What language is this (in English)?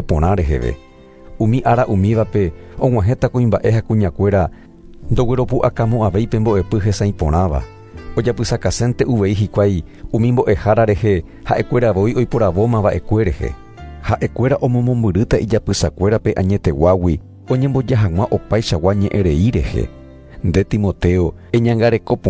Guarani